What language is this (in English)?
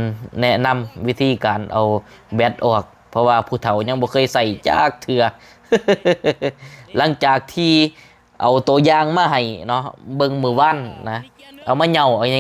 Lao